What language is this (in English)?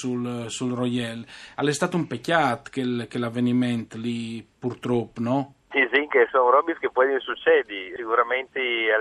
Friulian